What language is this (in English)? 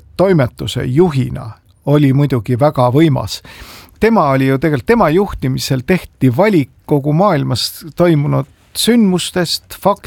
Estonian